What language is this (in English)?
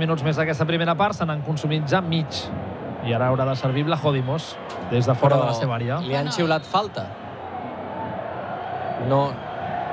Catalan